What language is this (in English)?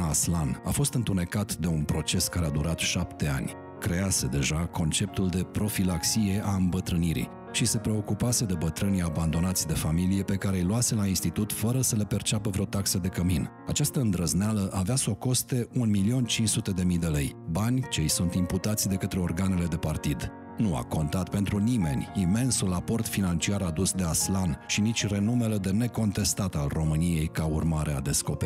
Romanian